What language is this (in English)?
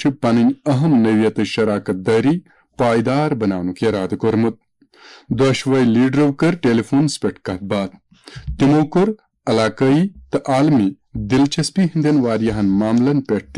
Kashmiri